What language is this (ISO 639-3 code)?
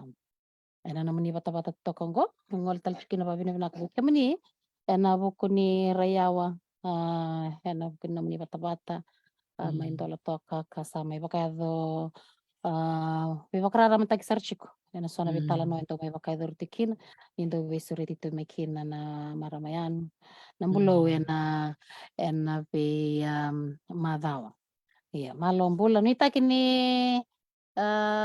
fij